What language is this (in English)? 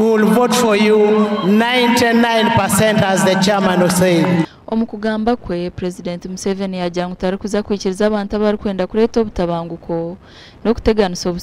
Nyankole